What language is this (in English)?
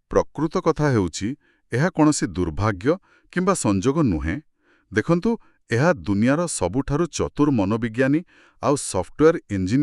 Odia